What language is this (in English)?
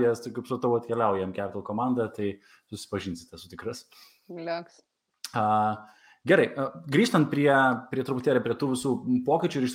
Lithuanian